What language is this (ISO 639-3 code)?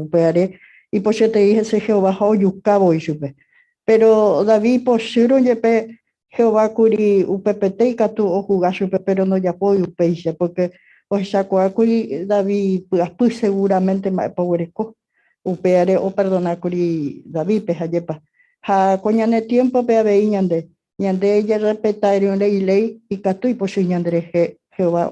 grn